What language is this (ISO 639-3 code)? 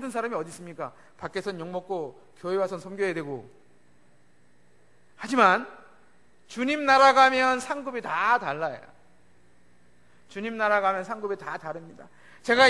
kor